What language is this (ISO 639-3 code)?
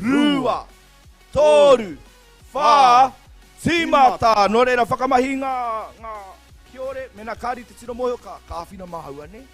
mri